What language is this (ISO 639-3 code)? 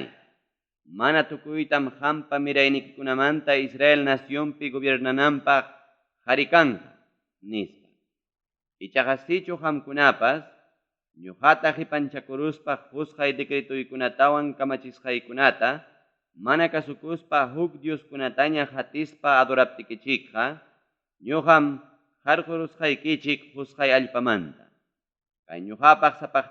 quy